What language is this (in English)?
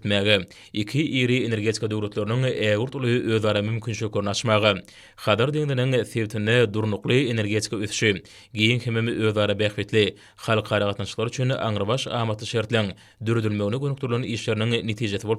Turkmen